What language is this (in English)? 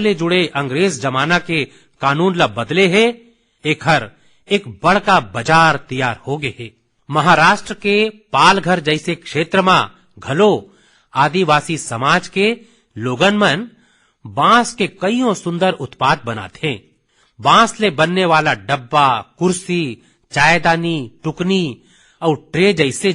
Chhattisgarhi